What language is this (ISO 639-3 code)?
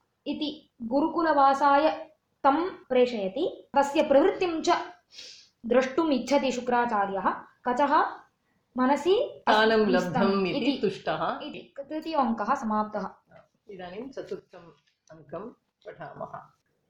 san